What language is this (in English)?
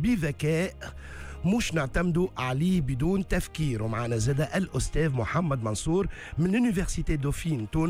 Tunisian Arabic